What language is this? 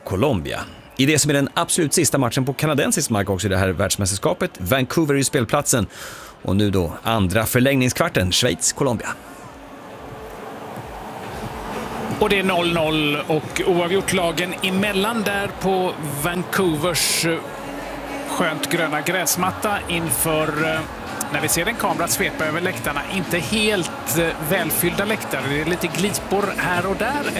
Swedish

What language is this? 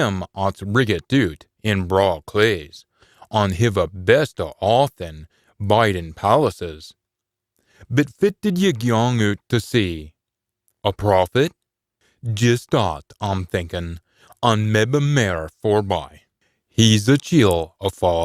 Scots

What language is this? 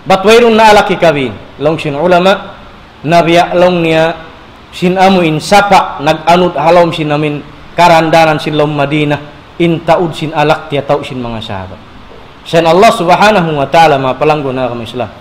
Tausug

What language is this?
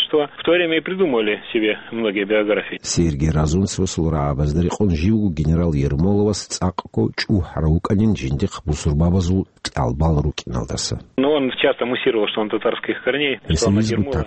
Avaric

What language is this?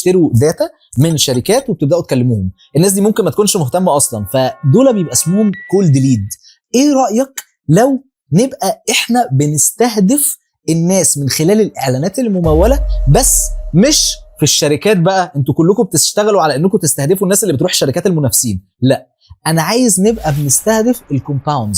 Egyptian Arabic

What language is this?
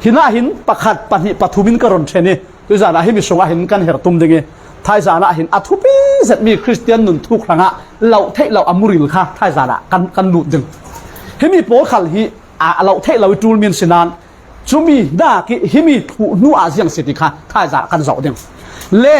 Falam Chin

